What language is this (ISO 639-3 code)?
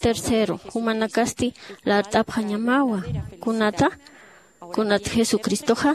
aym